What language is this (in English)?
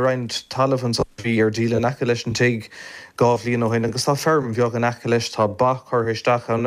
Irish